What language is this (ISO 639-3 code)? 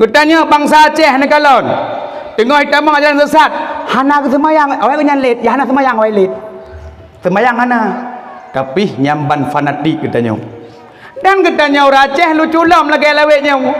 ace